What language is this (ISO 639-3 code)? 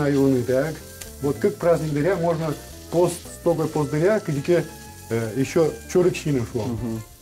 udm